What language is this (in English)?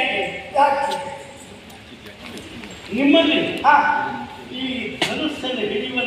Kannada